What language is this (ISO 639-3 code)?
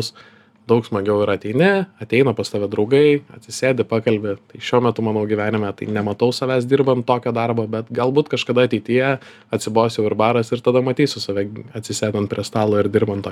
lit